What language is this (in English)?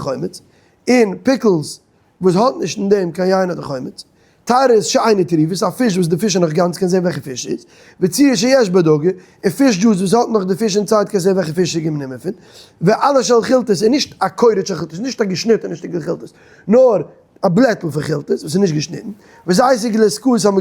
Yiddish